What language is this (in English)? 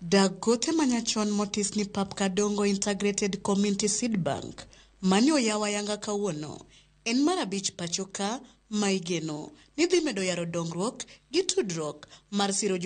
Luo (Kenya and Tanzania)